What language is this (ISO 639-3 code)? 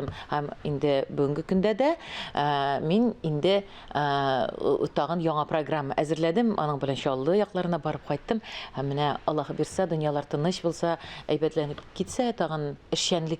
tat